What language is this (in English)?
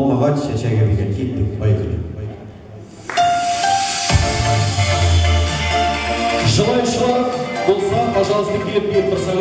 Kazakh